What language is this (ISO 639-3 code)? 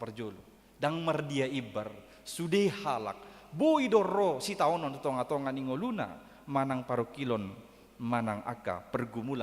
bbc